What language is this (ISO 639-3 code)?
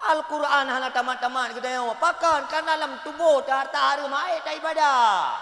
ace